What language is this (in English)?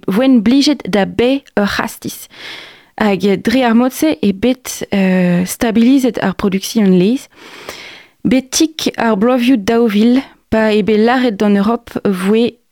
Breton